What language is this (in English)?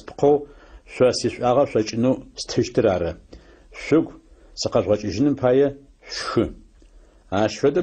Adyghe